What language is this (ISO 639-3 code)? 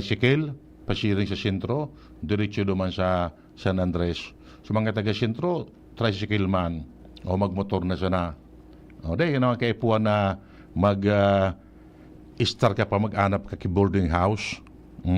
bik